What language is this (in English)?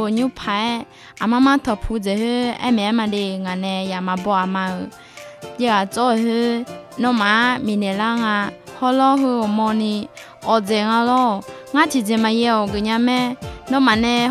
Akha